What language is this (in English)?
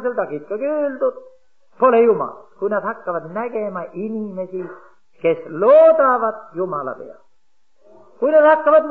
Estonian